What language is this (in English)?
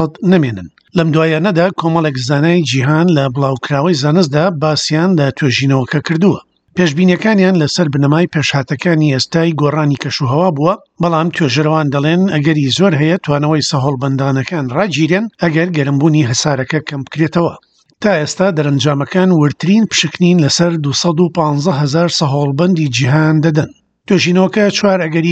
Central Kurdish